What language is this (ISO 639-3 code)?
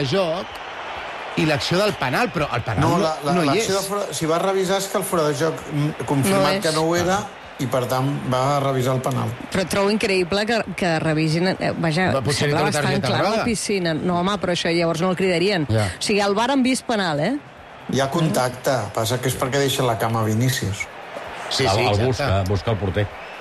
cat